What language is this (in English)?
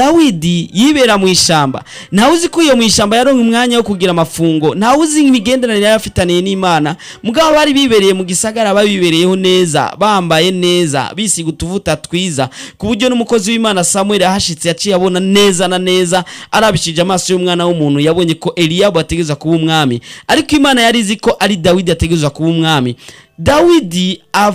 Rundi